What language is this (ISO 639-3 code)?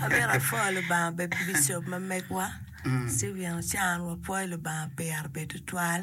ach